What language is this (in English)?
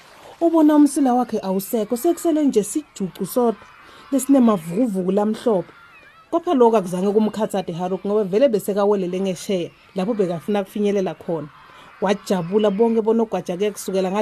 Swati